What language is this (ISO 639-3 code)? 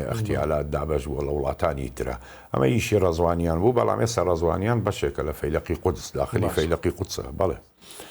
ckb